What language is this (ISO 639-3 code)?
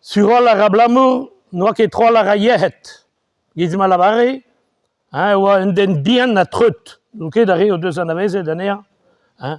bre